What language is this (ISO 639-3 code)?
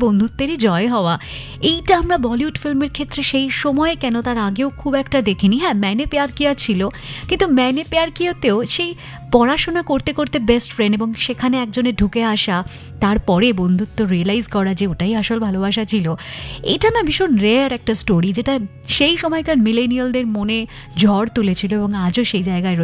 ben